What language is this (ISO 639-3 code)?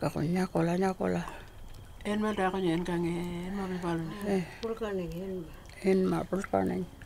pjt